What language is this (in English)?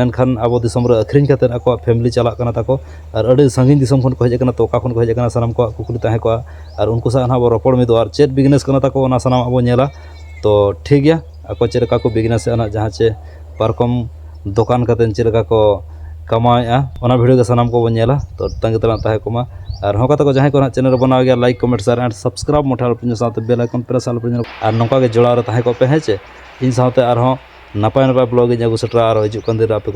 Santali